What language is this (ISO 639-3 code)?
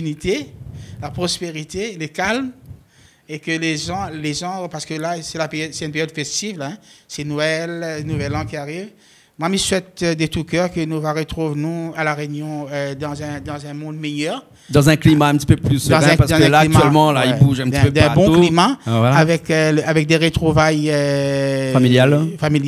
rcf